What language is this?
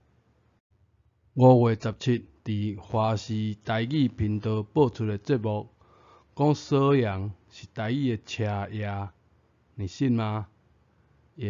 Min Nan Chinese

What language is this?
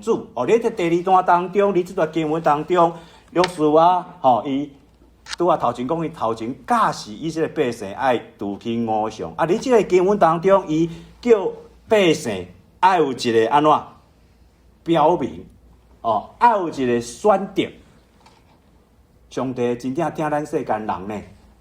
Min Nan Chinese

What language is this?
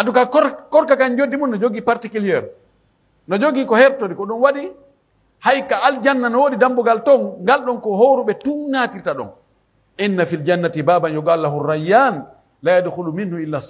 Pular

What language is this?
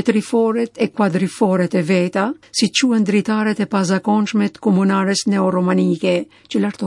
Albanian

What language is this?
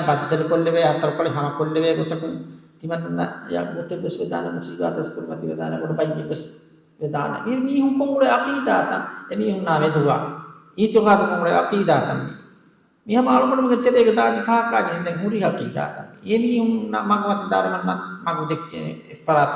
Divehi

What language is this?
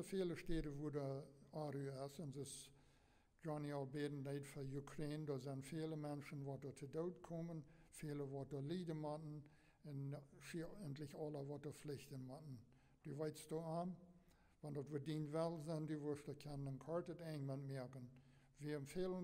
Plautdietsch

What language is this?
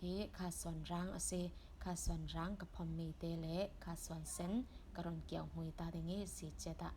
Falam Chin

